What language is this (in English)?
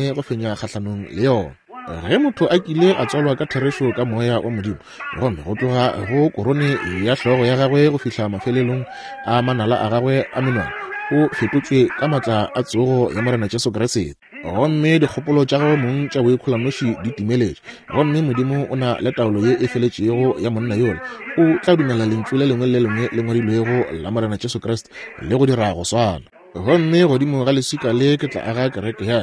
Northern Sotho